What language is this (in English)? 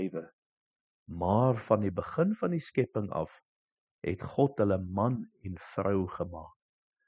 Afrikaans